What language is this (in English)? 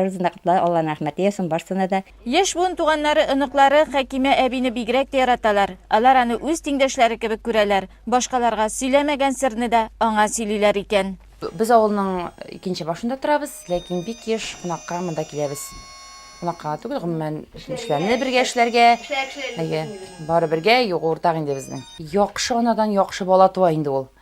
Tatar